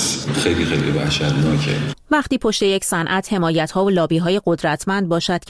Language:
Persian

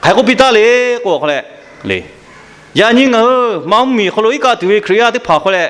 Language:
Lahu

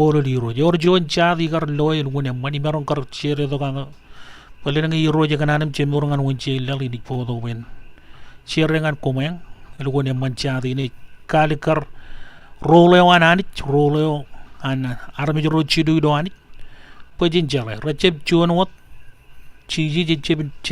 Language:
Marshallese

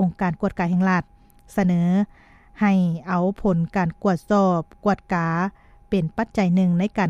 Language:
Lao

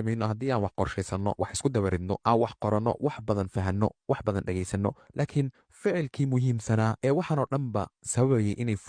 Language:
Somali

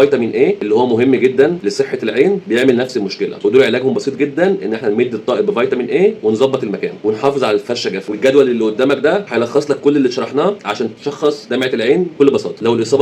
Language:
Egyptian Arabic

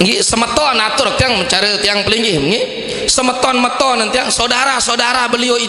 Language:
Sasak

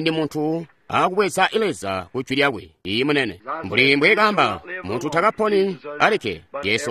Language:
Tonga (Zambia)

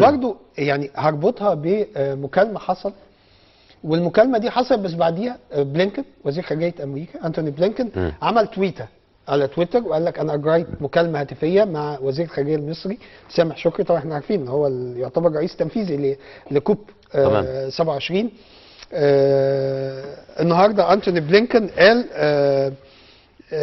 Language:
Egyptian Arabic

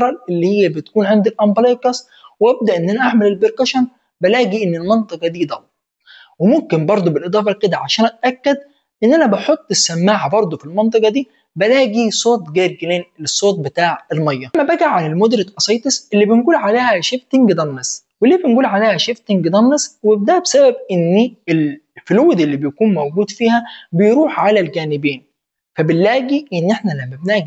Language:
Egyptian Arabic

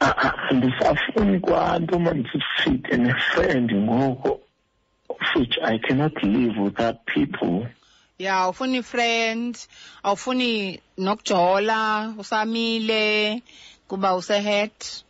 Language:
Xhosa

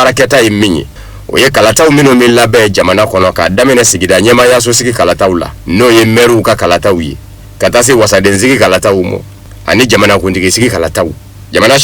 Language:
Bambara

